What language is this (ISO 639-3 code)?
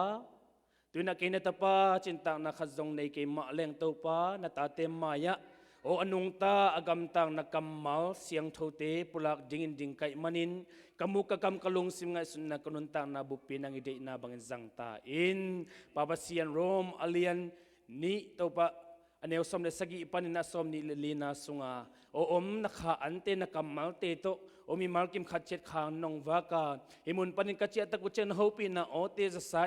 ctd